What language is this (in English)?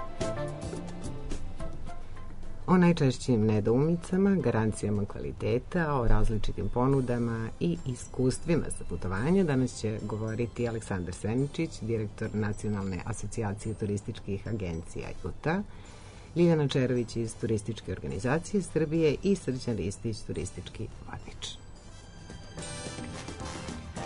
Serbian